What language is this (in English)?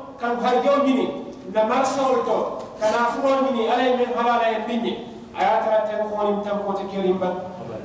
Mandingo